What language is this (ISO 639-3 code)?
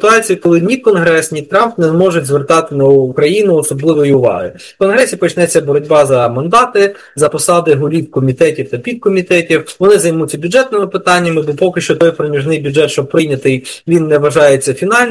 ukr